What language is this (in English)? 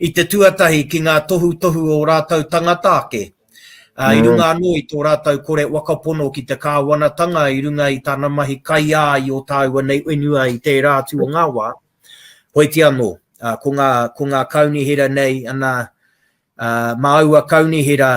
Māori